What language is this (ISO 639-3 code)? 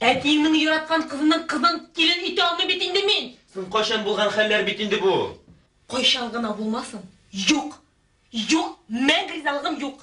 tat